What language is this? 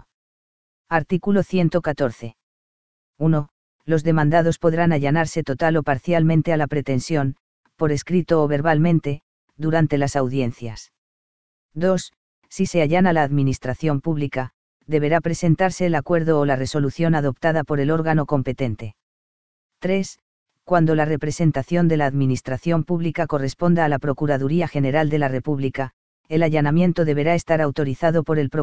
Spanish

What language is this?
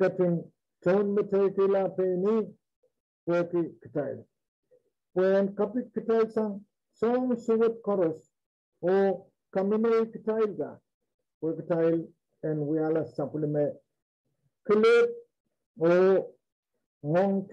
Pohnpeian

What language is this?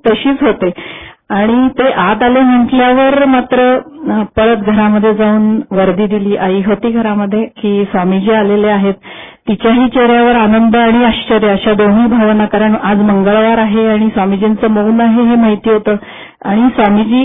Marathi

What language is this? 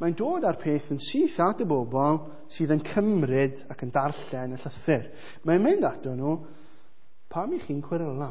Welsh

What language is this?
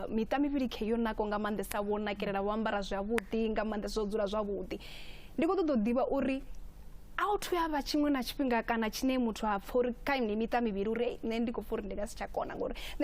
Venda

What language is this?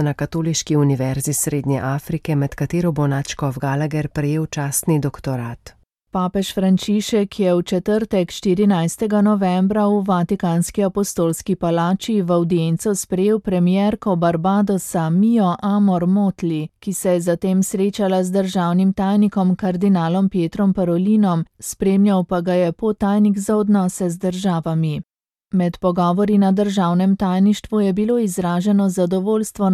Slovenian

